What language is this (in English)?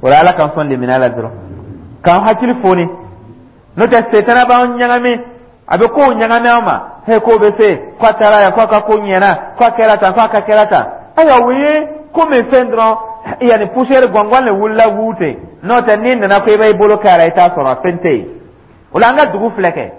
Dyula